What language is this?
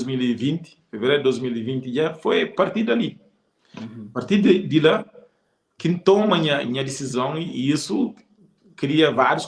Kabuverdianu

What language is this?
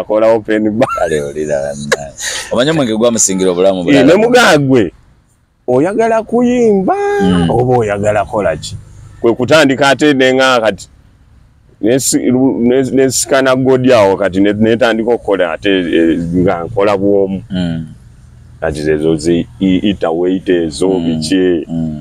Ganda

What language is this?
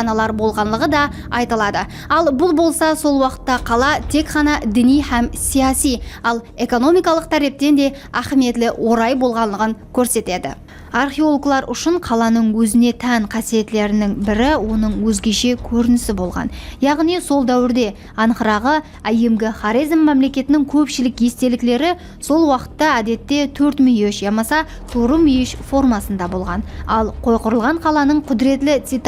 Kara-Kalpak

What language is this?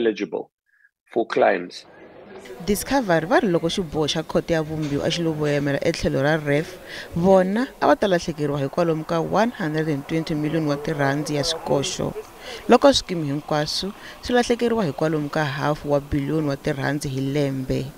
Tsonga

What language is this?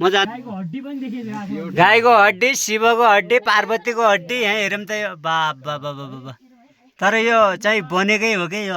Nepali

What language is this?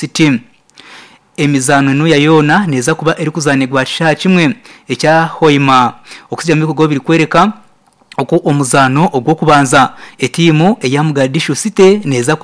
Nyankole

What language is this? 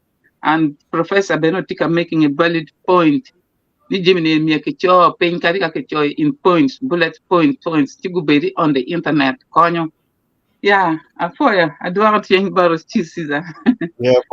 Acoli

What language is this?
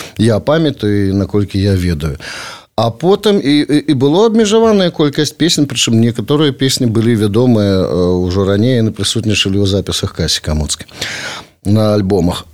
Belarusian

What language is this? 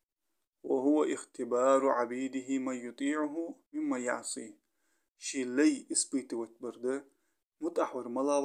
Ingush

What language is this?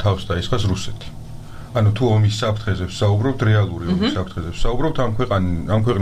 Georgian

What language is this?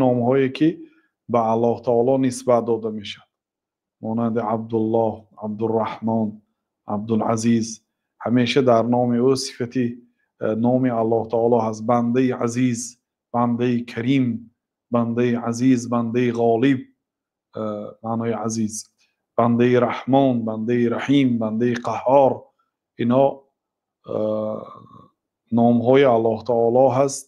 Tajik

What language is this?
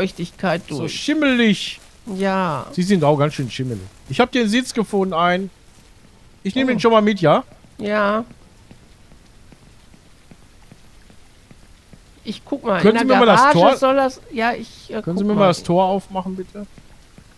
German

